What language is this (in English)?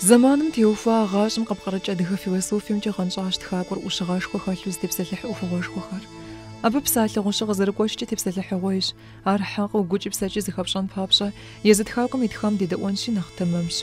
Kabardian